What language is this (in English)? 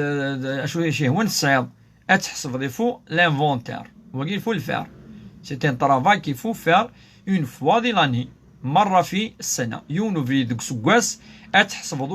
Kabyle